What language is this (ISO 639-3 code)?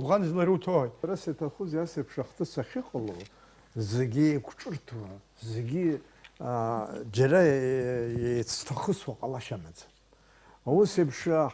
abk